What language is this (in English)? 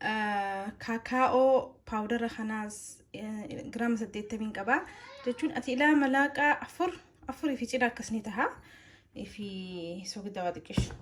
Oromo